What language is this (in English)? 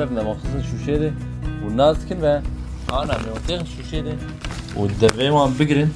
Kurdish